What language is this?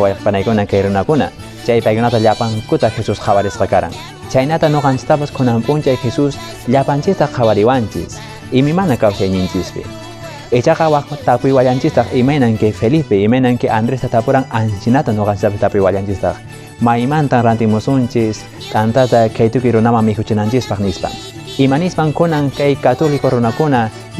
Quechua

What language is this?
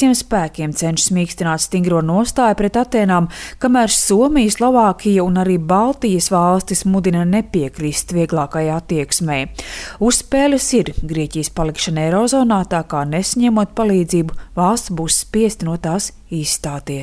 Latvian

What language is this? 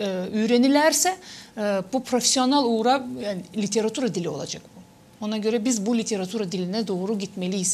Gagauz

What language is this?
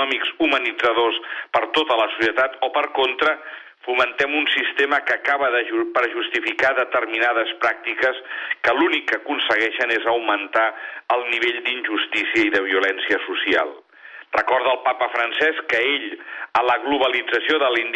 Catalan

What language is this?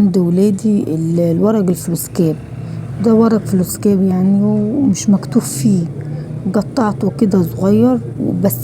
Egyptian Arabic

